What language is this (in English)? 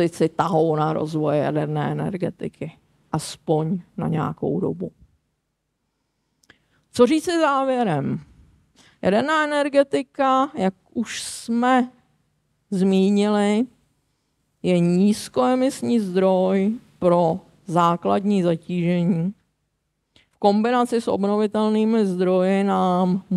Czech